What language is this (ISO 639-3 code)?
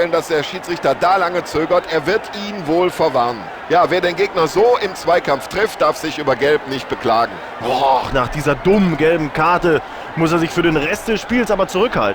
bar